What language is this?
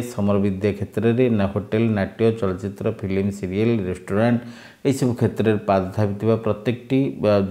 Odia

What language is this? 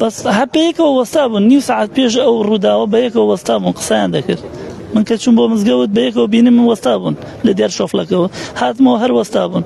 Central Kurdish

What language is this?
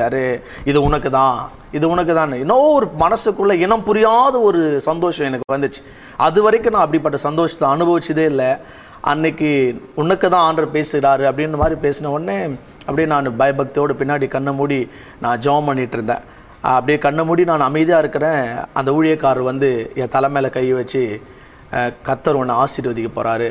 Tamil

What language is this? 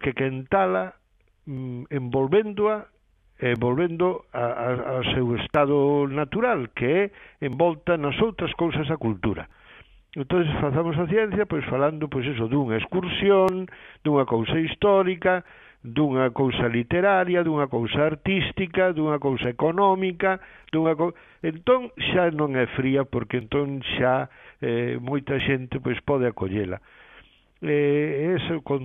Galician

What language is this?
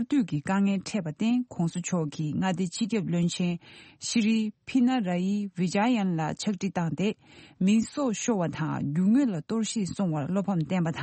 Tibetan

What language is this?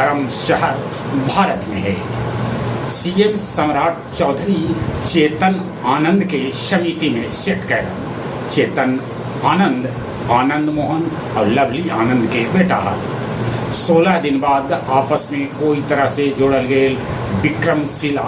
Magahi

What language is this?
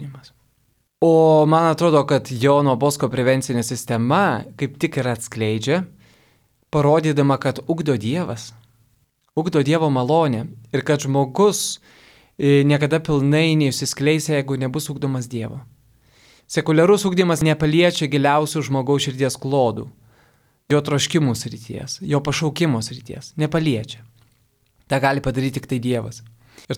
Lithuanian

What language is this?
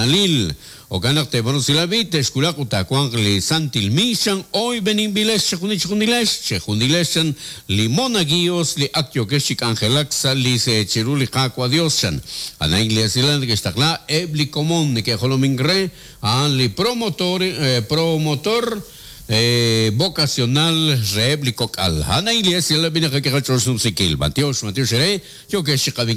Kekchí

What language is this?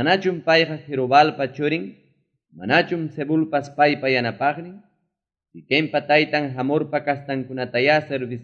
Ayacucho Quechua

